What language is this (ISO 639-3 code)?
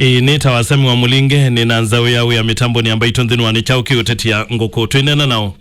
kam